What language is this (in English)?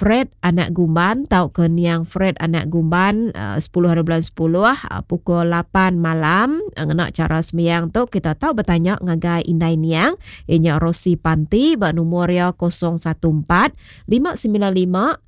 Iban